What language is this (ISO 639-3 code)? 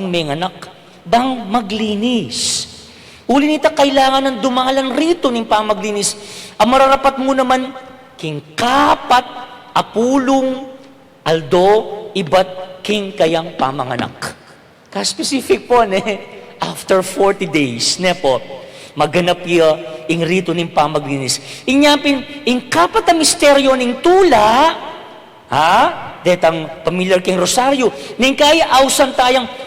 pam